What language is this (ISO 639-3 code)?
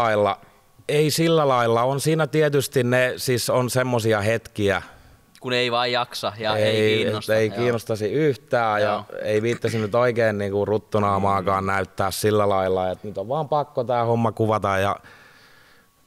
fin